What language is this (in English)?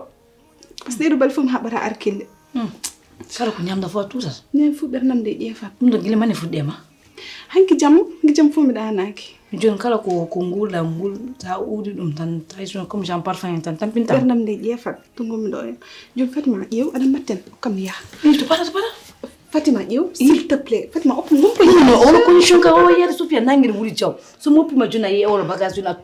Fula